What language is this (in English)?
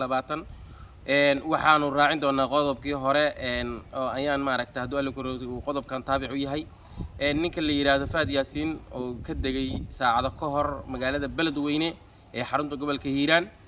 Somali